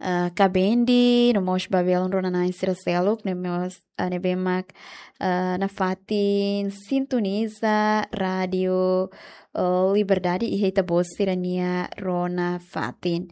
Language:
Tetum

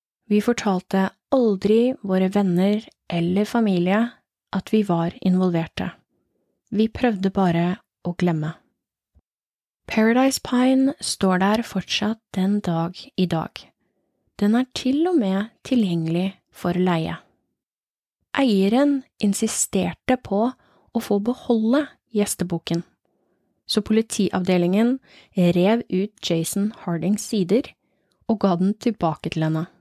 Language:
Norwegian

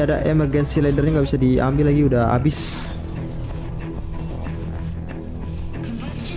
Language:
Indonesian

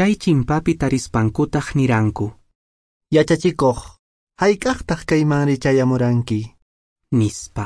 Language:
Quechua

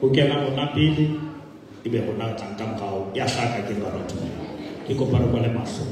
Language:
Southern Sotho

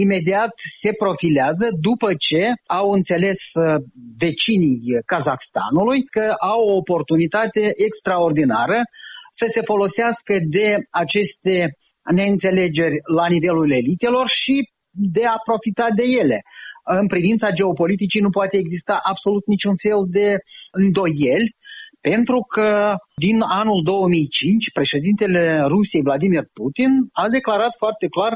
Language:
Romanian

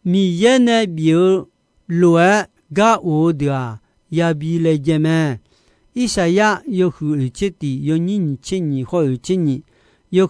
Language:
Akha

